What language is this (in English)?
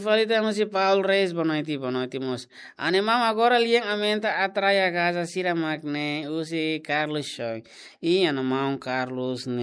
Tetum